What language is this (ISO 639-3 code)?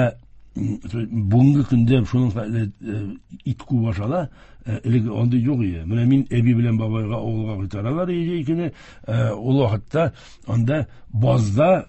tat